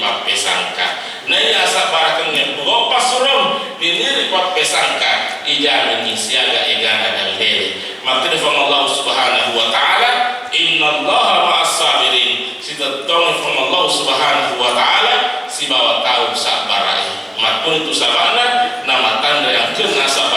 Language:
Buginese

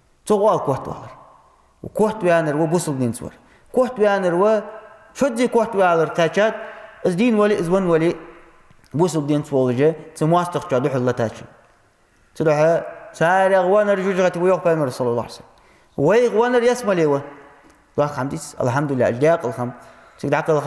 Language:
Ingush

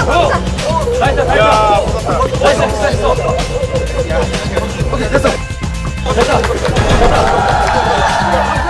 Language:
Korean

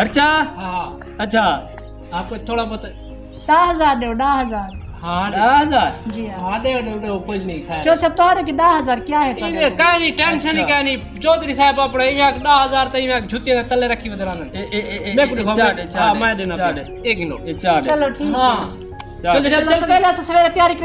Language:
Saraiki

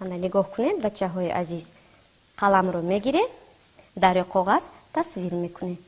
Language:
Tajik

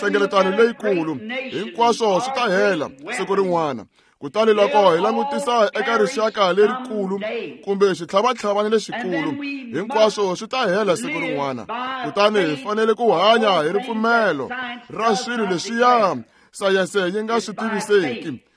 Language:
Tsonga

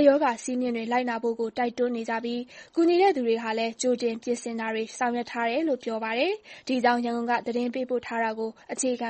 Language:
Burmese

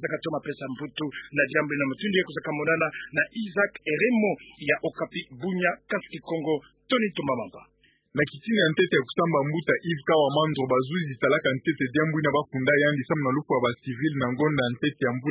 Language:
Kituba (Democratic Republic of Congo)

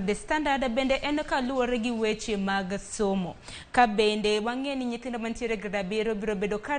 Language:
Luo (Kenya and Tanzania)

